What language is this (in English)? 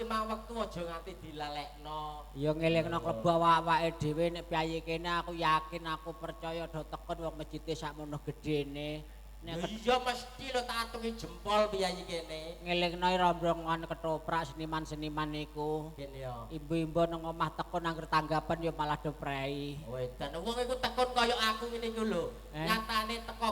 Javanese